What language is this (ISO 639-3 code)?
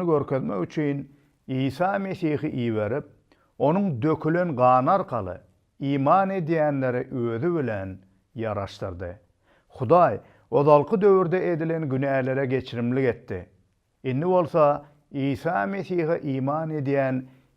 tuk